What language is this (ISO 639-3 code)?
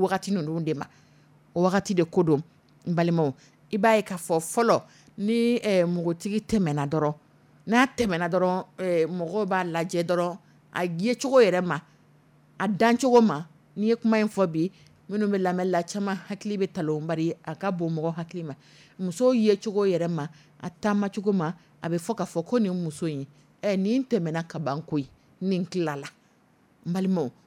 dyu